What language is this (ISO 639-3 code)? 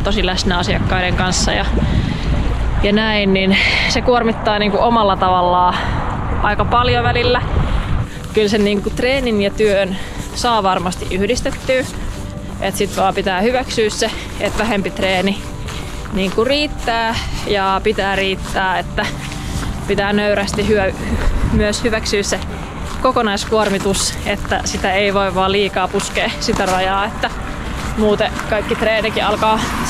fin